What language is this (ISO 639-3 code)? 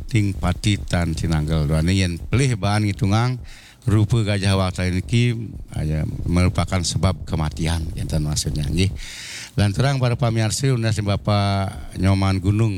ban